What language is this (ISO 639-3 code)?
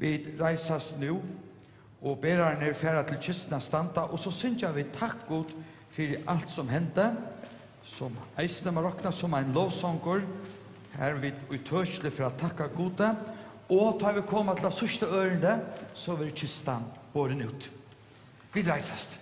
fao